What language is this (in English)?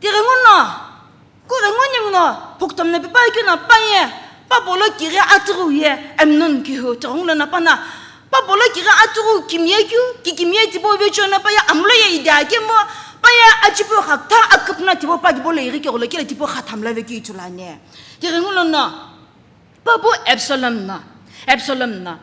Sumi Naga